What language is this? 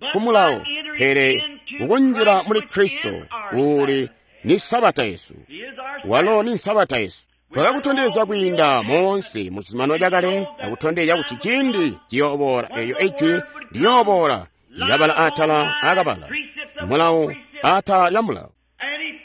Tonga (Zambia)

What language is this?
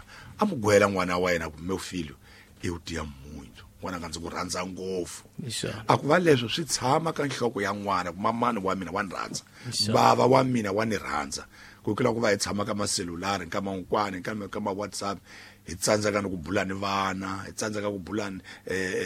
Tsonga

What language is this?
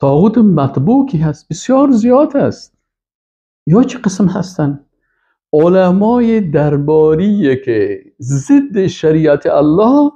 Persian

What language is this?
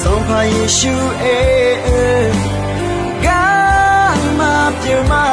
Akha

